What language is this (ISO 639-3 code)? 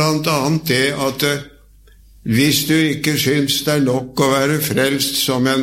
nor